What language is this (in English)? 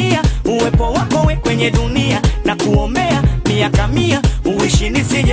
Swahili